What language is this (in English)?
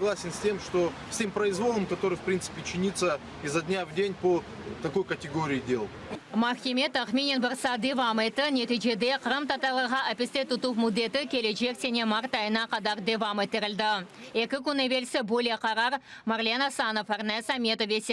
Crimean Tatar